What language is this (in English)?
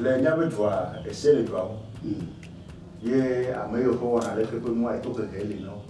Ewe